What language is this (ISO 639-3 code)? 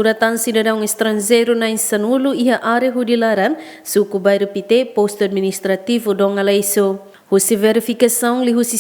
tet